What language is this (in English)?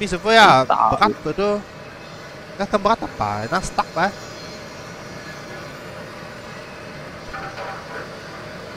Malay